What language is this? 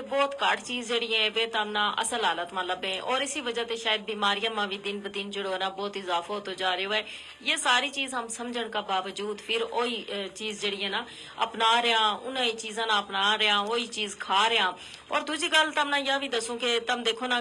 Gujari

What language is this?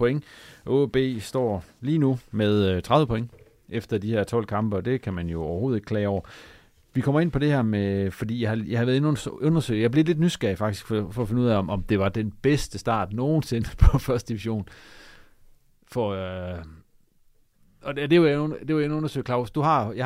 Danish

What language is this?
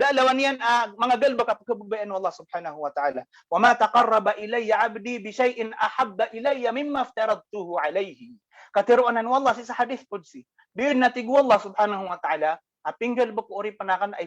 Maranao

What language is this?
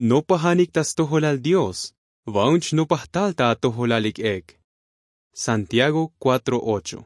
Tzotzil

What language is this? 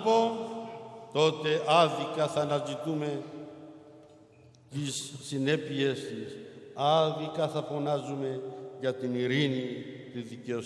Greek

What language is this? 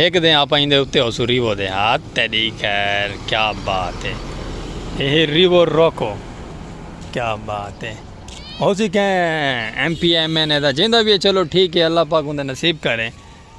Saraiki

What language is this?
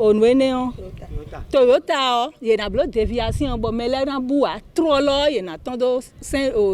Fon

